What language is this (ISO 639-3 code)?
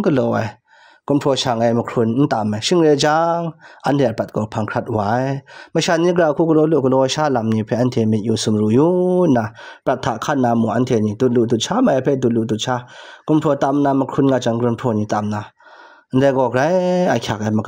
kac